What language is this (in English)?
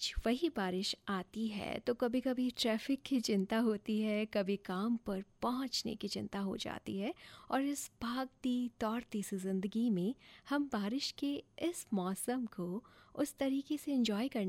Hindi